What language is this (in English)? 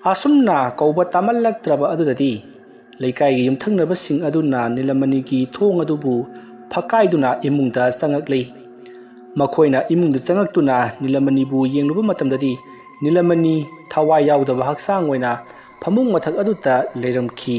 Manipuri